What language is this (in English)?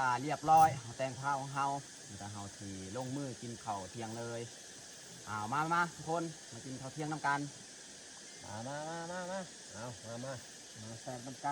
Lao